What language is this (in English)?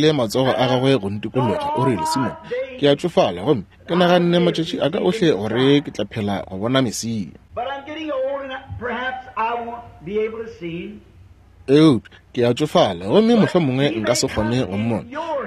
Northern Sotho